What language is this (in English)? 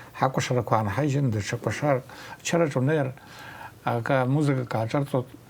Abkhazian